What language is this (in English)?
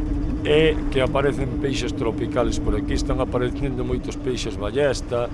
Galician